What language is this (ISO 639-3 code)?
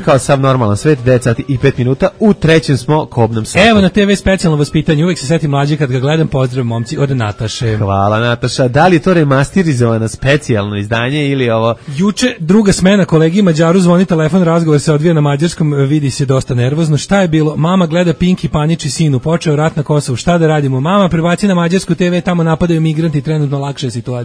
srp